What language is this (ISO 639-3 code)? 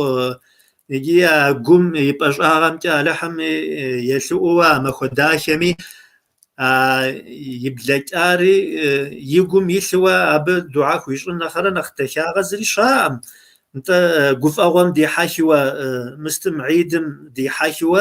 kbd